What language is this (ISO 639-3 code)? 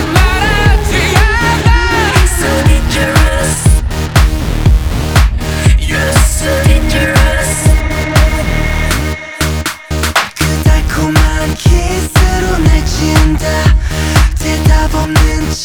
kor